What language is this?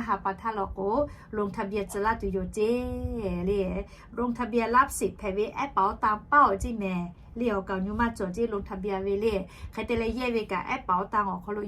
Lahu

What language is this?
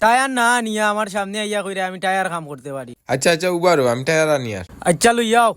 Sylheti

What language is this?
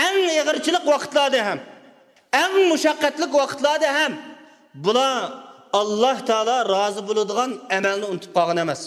Uyghur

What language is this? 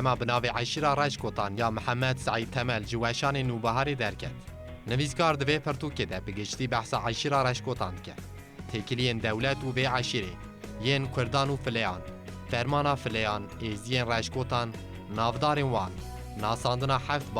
Kurdish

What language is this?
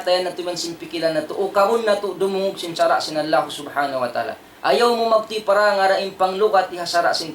Tausug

